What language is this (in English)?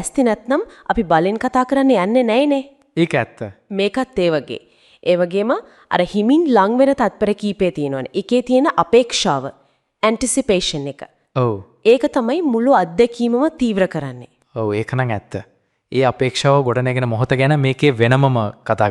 Sinhala